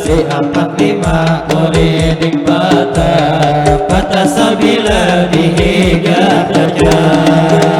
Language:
Banjar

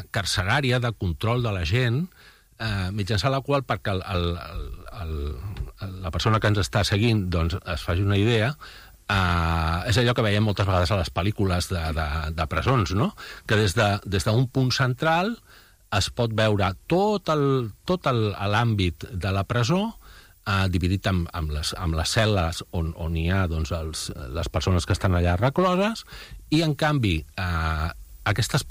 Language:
Catalan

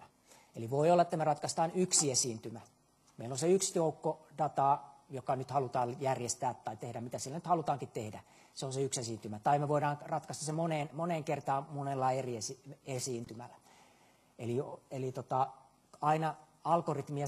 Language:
Finnish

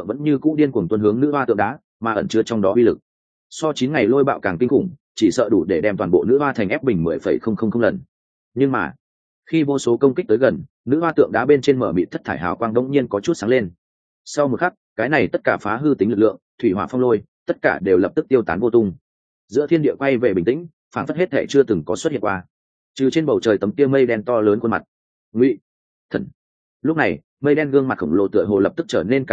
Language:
Vietnamese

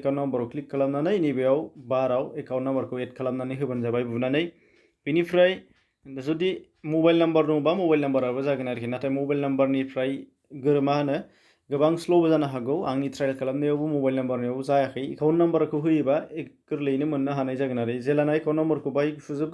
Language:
Bodo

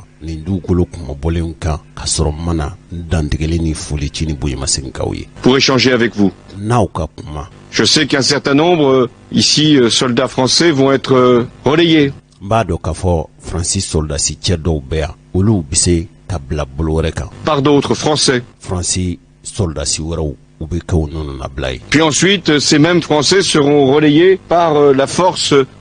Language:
Bambara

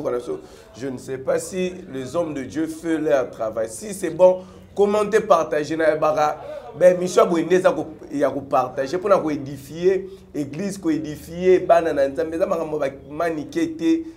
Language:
Lingala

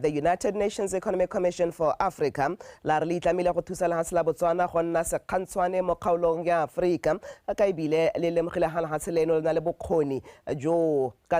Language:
Tswana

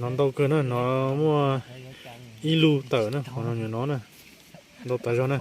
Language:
Hmong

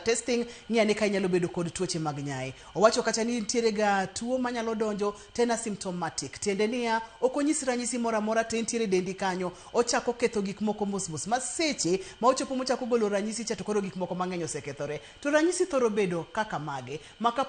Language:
Luo (Kenya and Tanzania)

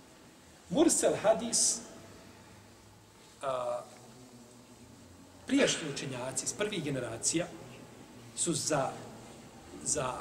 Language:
Bosnian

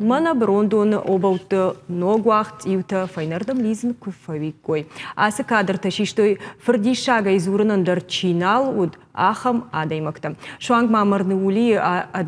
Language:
Ossetic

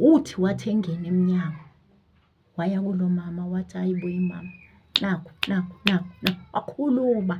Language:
Zulu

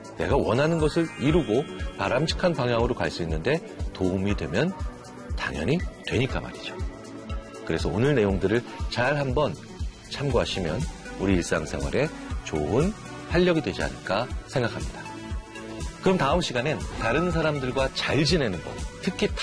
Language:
Korean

